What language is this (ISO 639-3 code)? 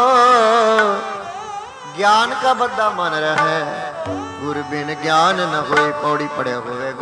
pan